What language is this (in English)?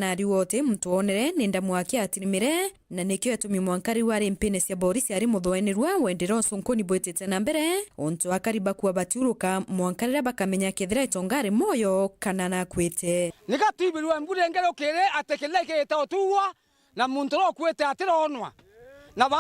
Meru